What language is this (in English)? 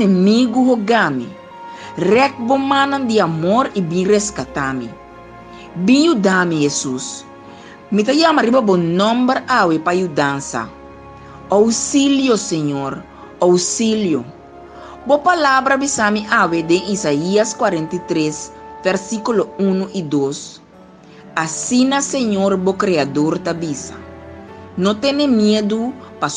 Papiamento